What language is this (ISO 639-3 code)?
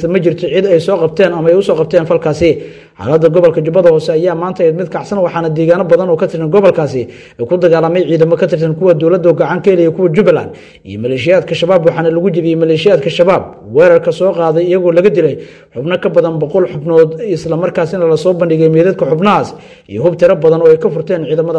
som